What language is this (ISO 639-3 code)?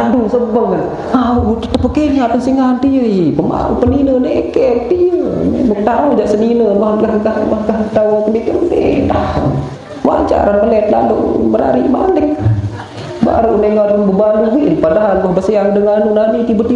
sas